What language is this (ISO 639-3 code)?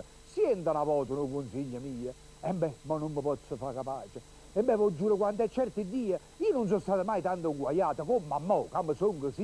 nap